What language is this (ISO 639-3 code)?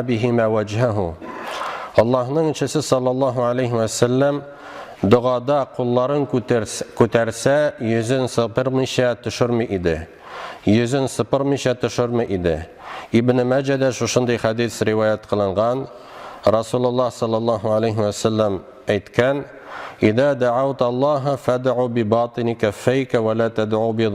tat